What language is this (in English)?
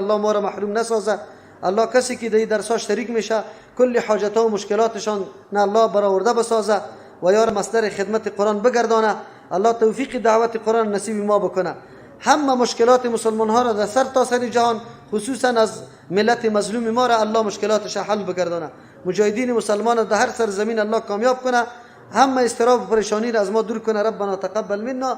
Persian